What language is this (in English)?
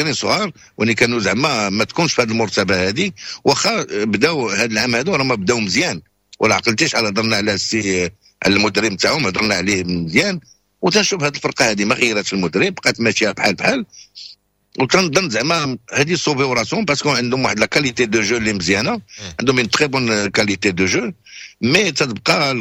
Moroccan Arabic